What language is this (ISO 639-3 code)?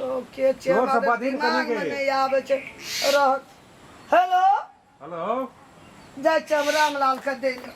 mai